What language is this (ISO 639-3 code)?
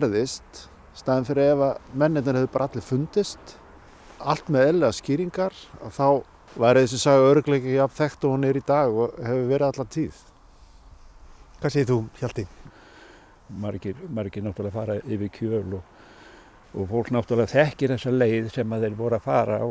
isl